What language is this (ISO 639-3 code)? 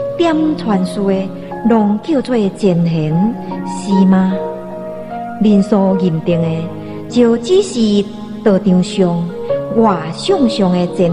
nan